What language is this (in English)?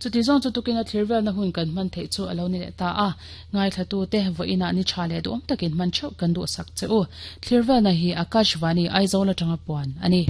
Mizo